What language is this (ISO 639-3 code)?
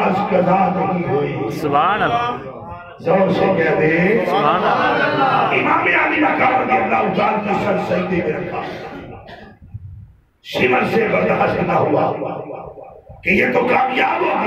urd